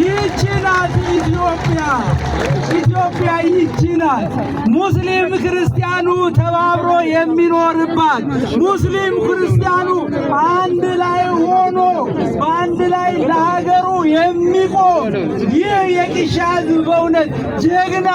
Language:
Amharic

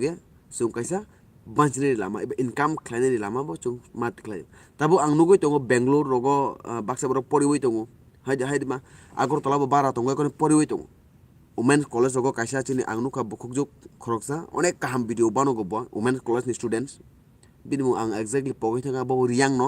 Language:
Kok Borok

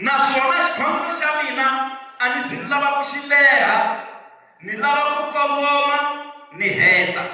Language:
Tsonga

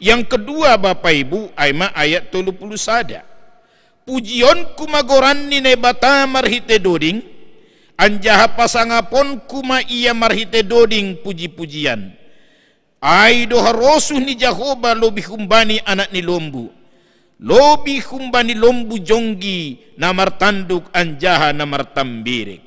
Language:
Batak Simalungun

